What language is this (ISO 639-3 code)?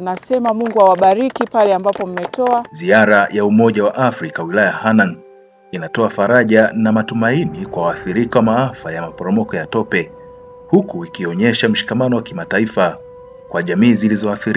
swa